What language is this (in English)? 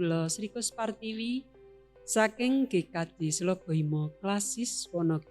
Javanese